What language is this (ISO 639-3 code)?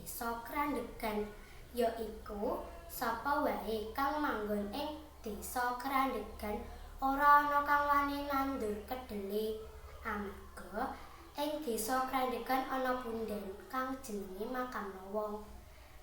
jav